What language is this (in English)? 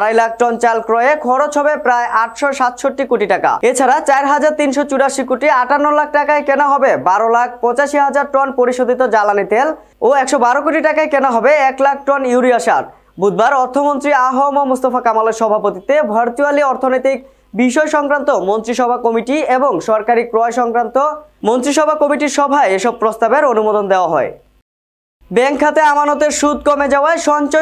Bangla